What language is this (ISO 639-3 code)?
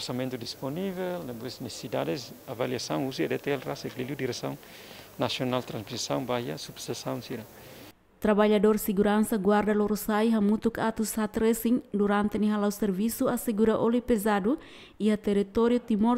tet